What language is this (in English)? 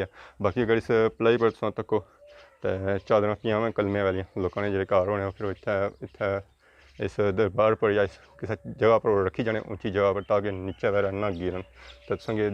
Pahari-Potwari